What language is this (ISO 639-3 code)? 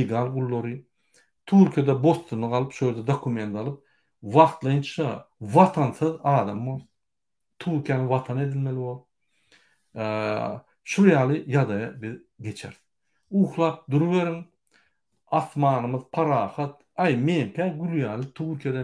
tuk